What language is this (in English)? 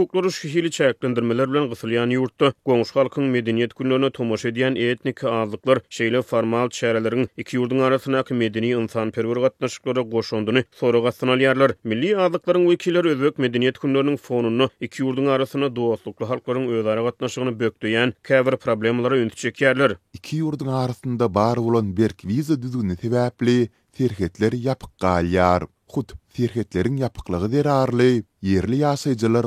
Turkmen